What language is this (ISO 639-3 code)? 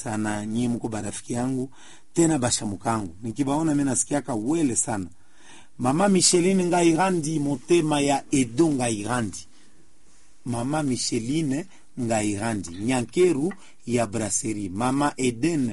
swa